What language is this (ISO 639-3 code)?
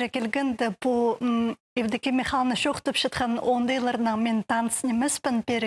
kjh